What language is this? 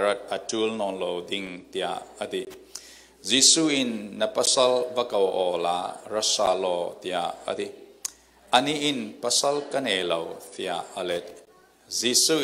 Falam Chin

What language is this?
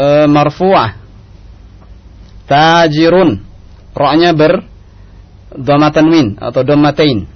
Indonesian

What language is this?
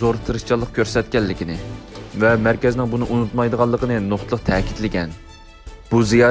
Uyghur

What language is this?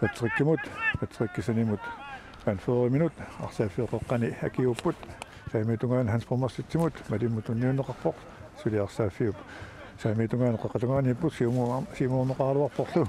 Kalaallisut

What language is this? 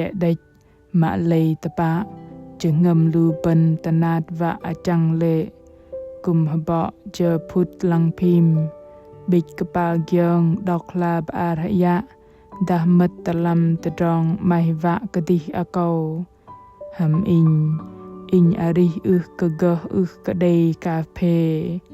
Bahnar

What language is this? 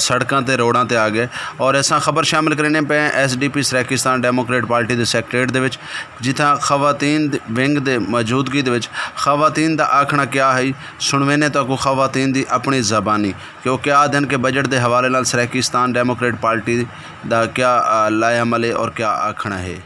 Saraiki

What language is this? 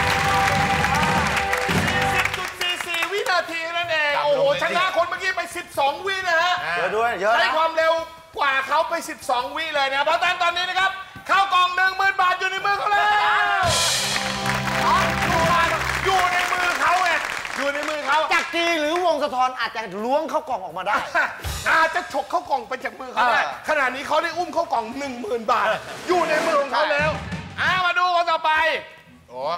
Thai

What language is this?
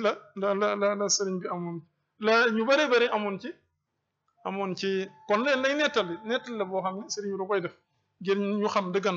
Wolof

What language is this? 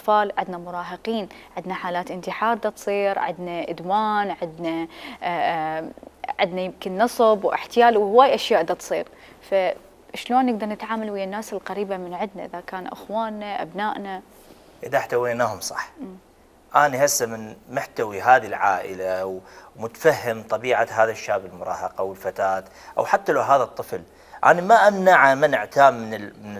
Mesopotamian Arabic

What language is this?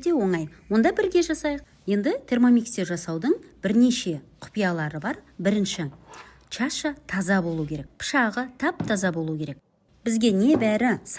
Kazakh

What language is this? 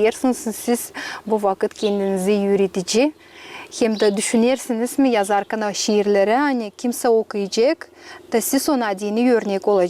Gagauz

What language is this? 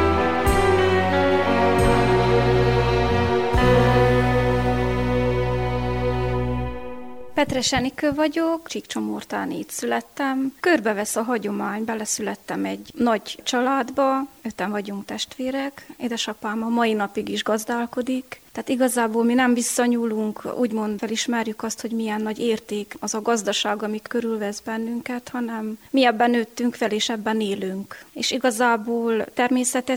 Hungarian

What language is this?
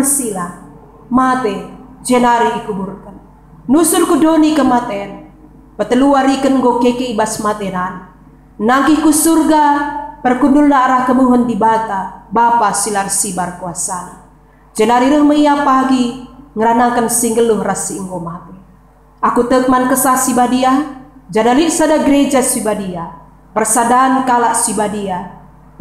Batak Karo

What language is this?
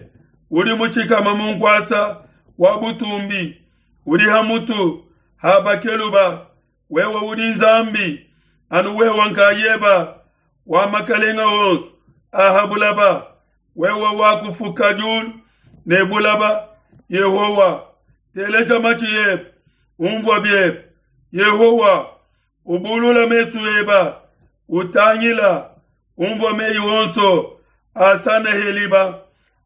Luba-Lulua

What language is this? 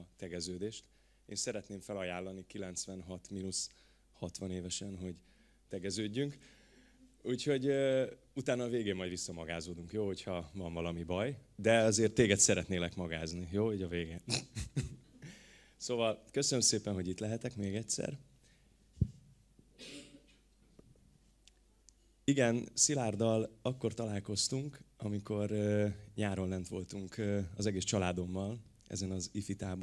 Hungarian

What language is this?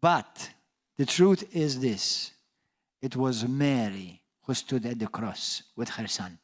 English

